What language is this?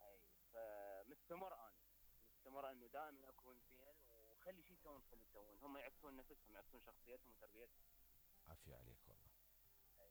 Mesopotamian Arabic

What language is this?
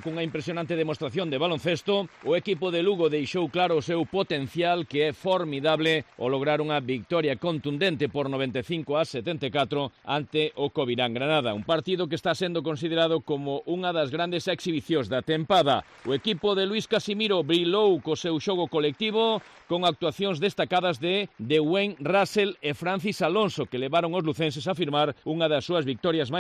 Galician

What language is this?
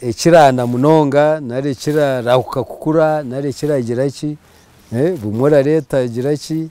Nyankole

